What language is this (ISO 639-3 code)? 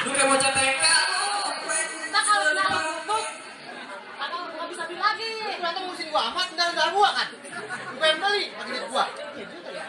bew